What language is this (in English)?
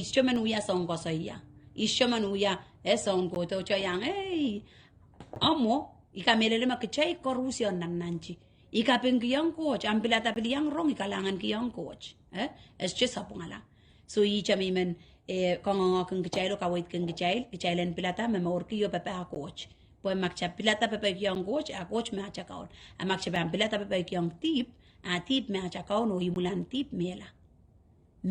Pohnpeian